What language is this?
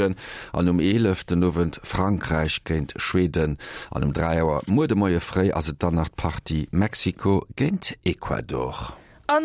Luxembourgish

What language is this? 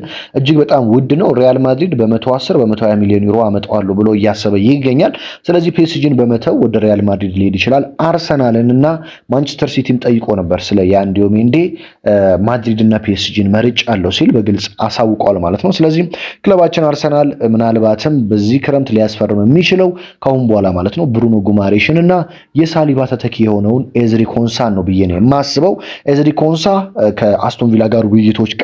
Amharic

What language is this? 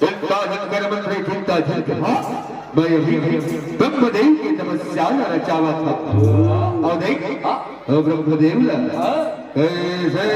Chhattisgarhi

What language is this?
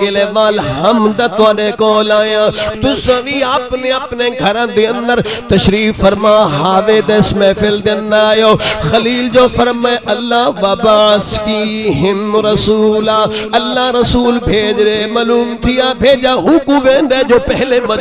Saraiki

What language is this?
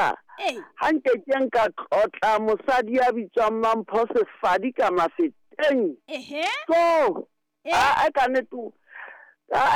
Southern Sotho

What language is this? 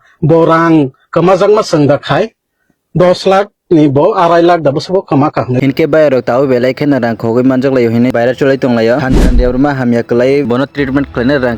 Kok Borok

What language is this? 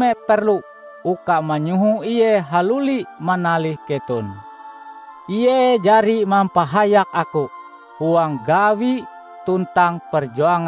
Ngaju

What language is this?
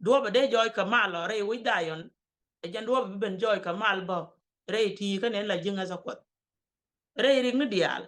Nuer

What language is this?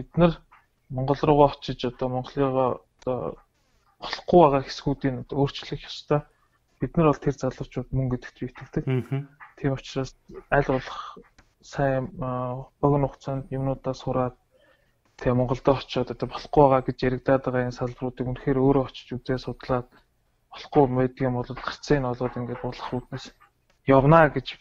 Mongolian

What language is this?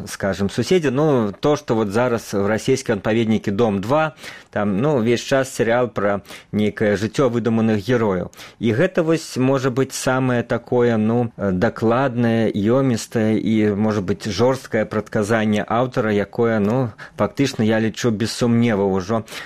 Belarusian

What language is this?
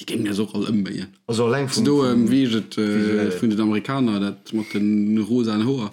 Luxembourgish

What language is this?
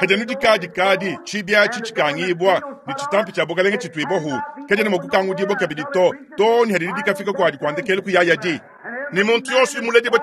Luba-Lulua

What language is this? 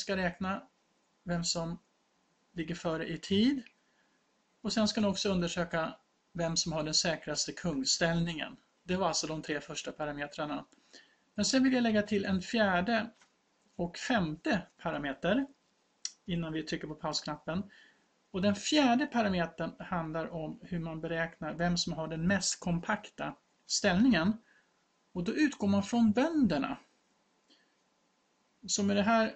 Swedish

